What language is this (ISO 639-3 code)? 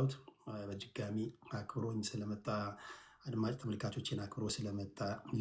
amh